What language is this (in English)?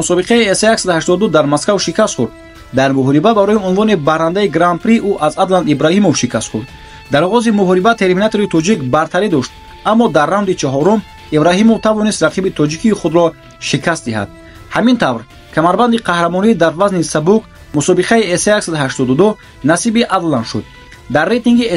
Tajik